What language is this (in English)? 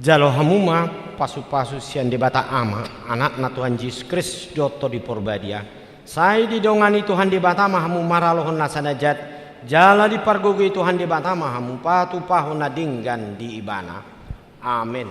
Batak Toba